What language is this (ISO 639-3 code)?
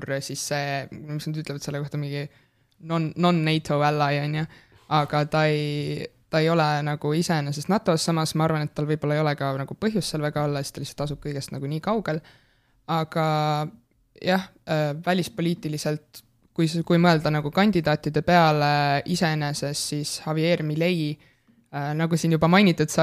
est